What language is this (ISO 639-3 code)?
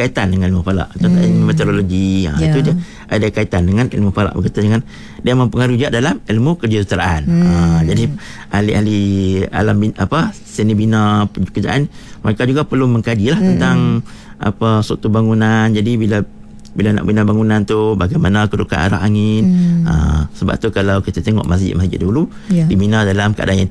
msa